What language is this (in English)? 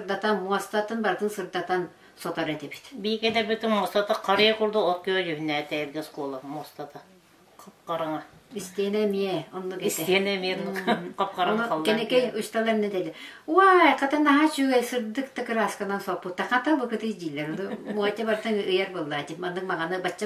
Yakut